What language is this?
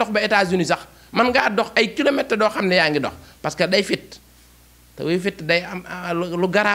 Wolof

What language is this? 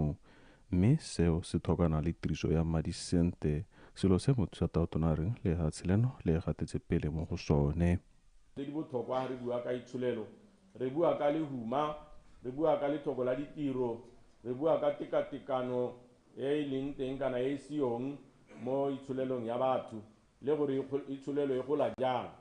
Tswana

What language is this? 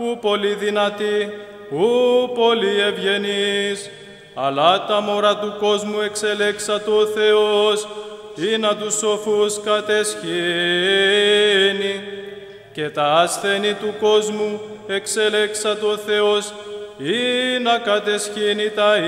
Greek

